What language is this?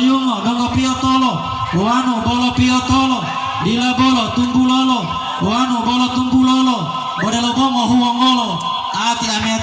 Gorontalo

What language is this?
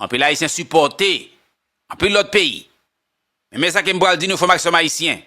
Haitian Creole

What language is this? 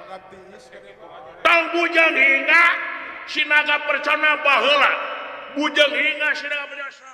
Sundanese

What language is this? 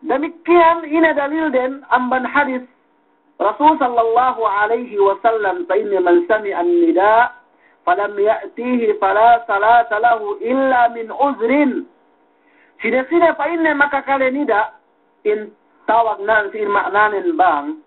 Yakan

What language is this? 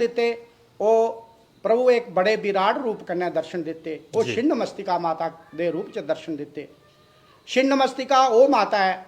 Dogri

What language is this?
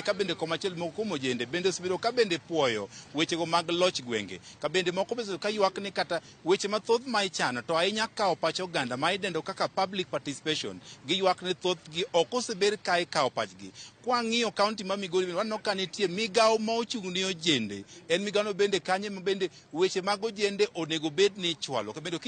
Luo (Kenya and Tanzania)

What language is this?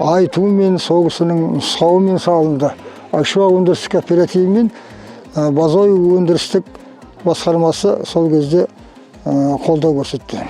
Kazakh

